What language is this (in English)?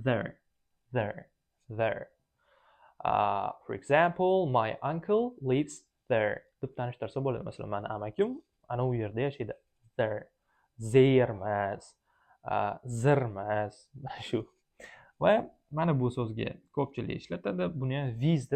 Uzbek